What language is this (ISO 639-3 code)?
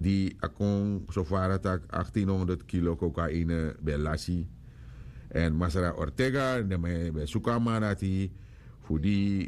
srn